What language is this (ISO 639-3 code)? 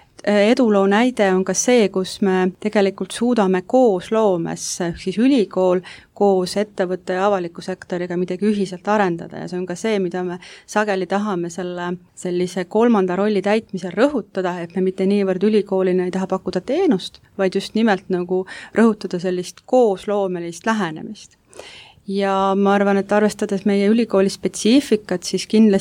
est